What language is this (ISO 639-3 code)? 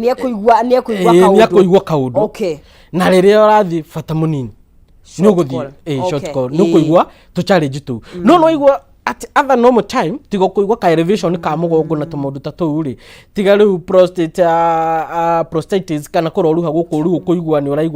kik